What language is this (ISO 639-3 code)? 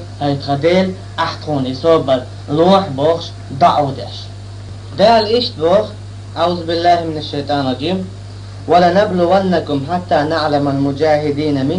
che